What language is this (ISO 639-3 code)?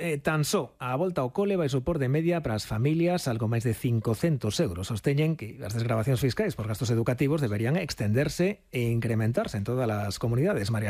glg